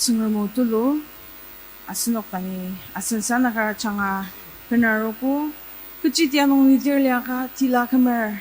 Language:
Ao Naga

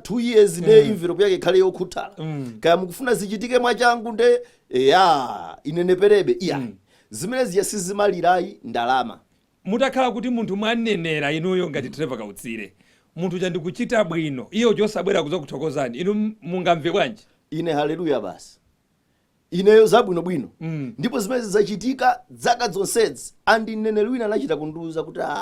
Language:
Nyanja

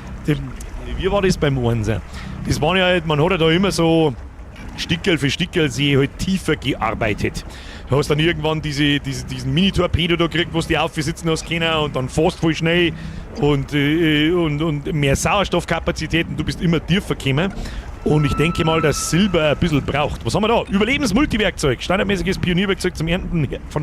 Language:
Bavarian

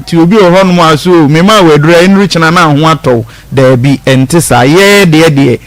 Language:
Akan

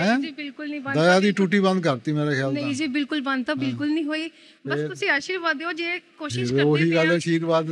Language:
Punjabi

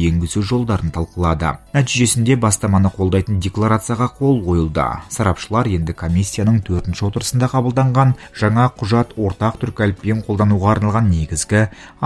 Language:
Kazakh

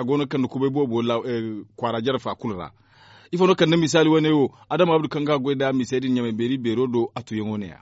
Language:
Zarma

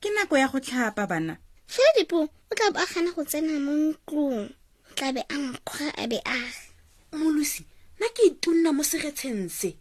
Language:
Tswana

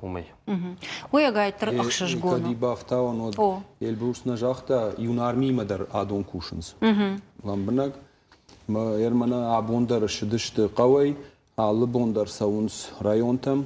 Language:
Ossetic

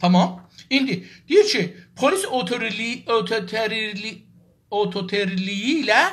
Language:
South Azerbaijani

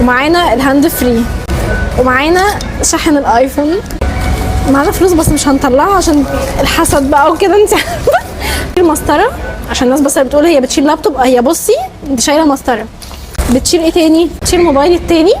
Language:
Egyptian Arabic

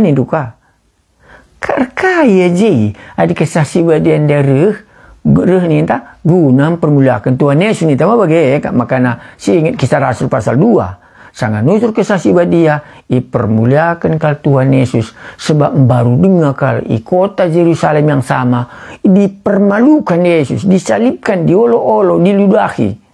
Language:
Batak Karo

